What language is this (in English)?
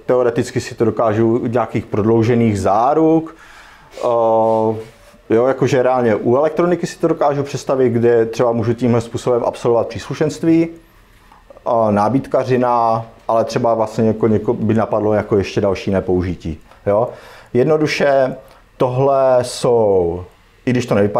Czech